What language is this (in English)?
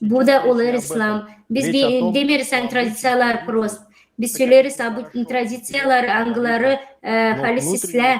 Gagauz